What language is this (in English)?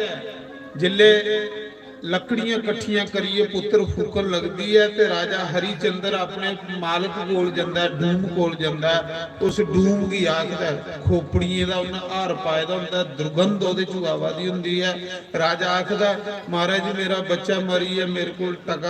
Dogri